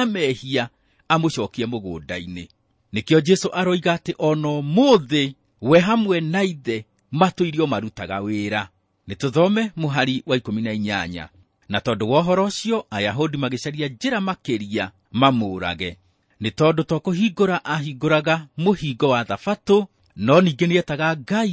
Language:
Kikuyu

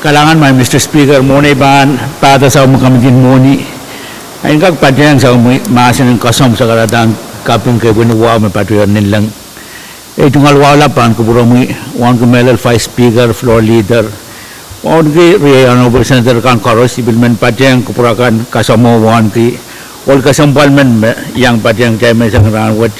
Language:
Pohnpeian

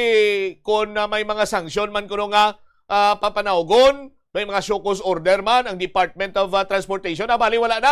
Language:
Hiligaynon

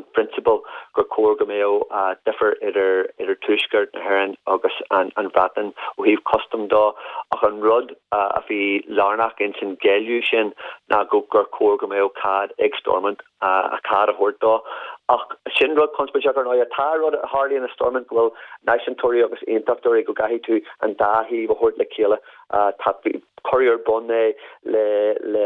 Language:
Irish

